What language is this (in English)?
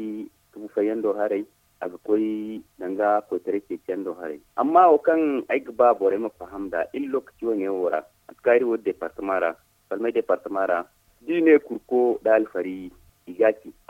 Zarma